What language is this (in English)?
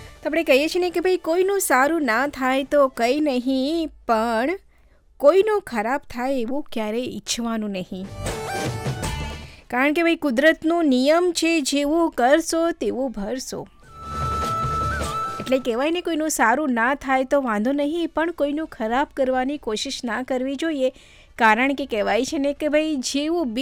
Gujarati